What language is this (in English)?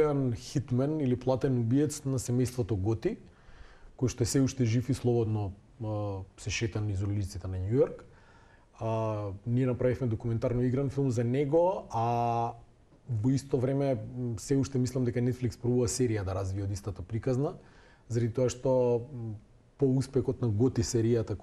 Macedonian